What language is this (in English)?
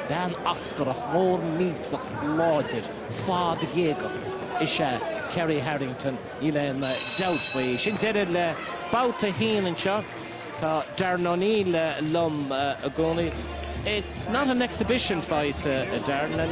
Irish